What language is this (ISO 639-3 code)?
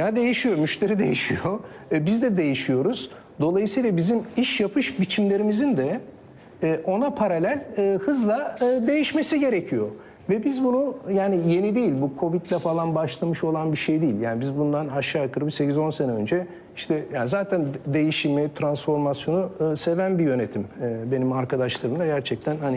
tur